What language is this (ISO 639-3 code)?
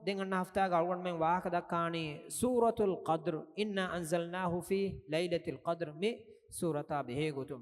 div